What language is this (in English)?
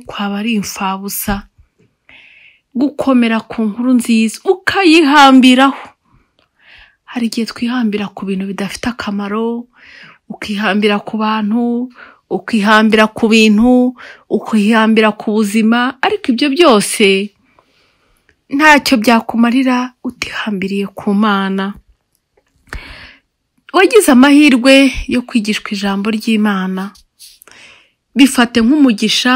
Kinyarwanda